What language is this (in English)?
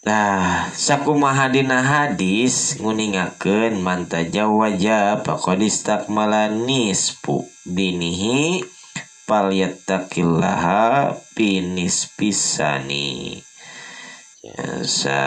Sundanese